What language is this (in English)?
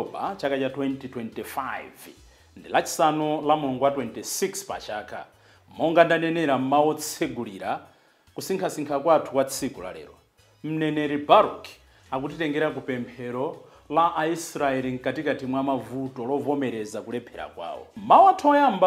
Nyanja